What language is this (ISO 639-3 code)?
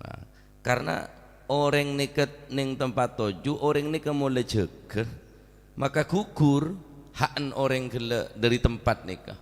mad